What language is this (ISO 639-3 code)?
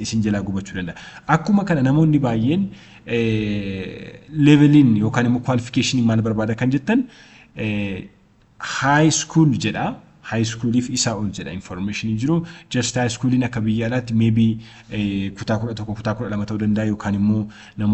orm